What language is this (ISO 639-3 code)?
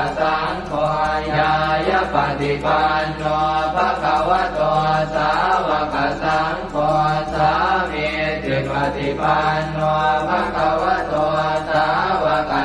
pli